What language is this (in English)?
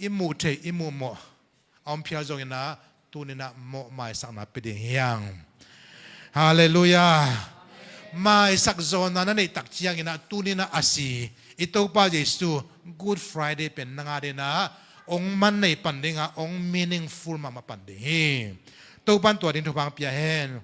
Tedim Chin